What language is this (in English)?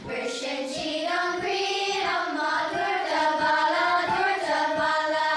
Irish